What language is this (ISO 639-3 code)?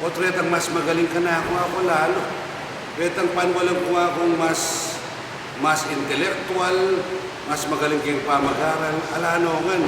pam